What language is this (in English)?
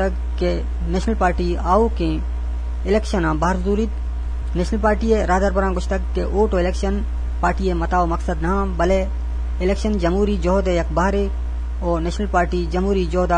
Eastern Balochi